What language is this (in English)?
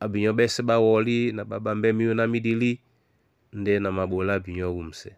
Duala